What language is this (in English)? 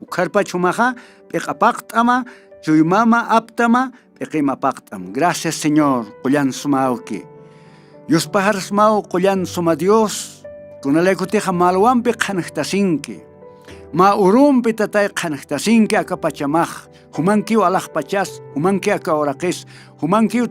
Aymara